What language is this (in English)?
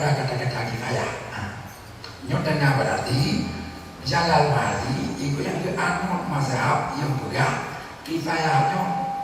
Achinese